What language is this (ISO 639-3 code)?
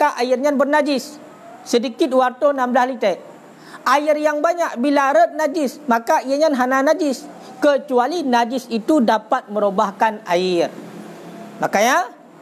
msa